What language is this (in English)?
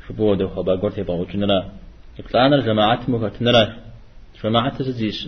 Kabardian